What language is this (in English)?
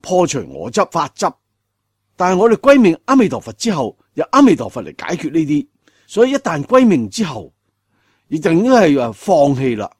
Cantonese